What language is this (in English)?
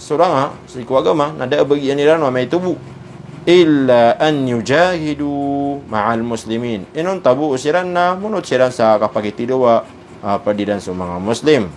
Maranao